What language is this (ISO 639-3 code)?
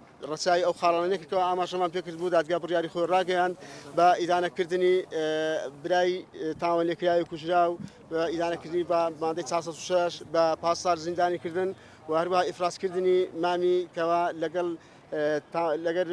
ckb